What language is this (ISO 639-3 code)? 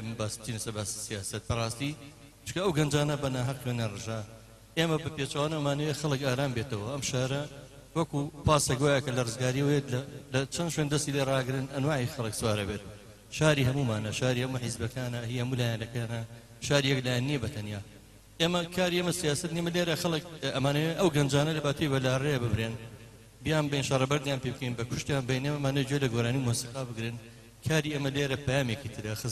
ckb